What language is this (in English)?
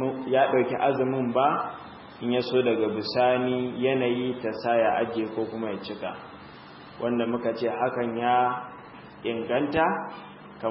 Hausa